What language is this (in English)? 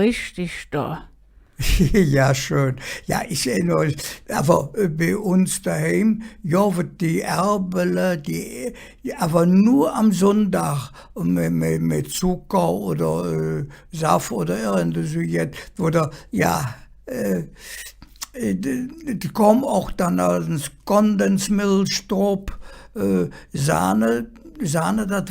Colognian